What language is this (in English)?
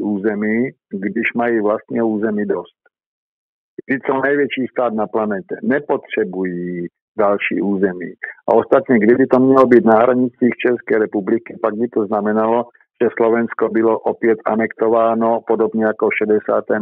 Czech